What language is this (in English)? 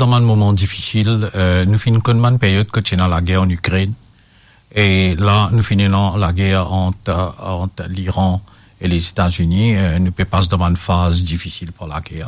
Morisyen